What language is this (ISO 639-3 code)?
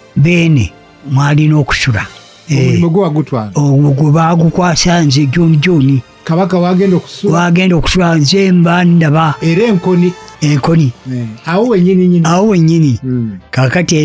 lug